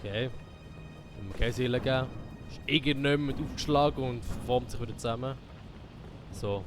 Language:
Swiss German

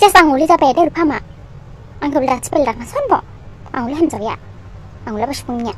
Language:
Dimasa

